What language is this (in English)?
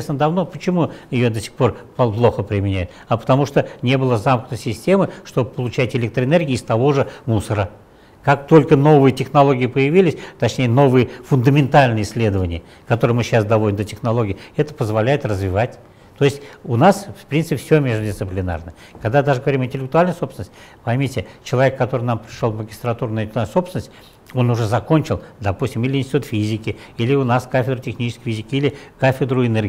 Russian